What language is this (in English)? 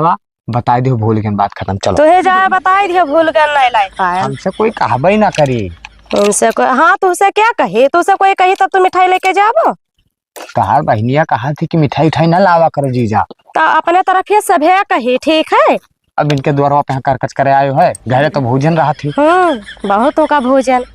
Awadhi